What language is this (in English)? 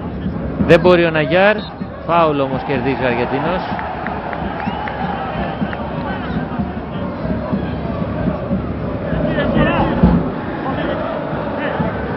Greek